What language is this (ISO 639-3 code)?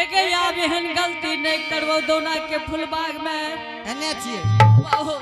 anp